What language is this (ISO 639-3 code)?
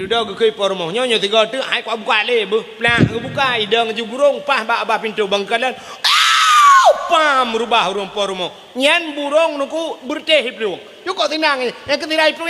ace